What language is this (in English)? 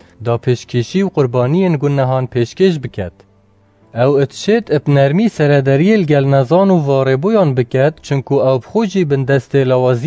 Kurdish